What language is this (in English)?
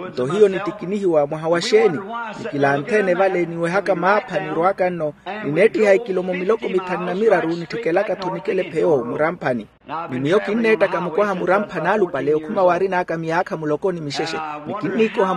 Makhuwa